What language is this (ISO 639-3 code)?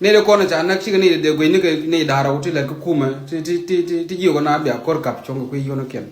nus